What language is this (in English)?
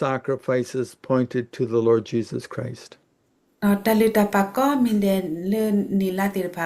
S'gaw Karen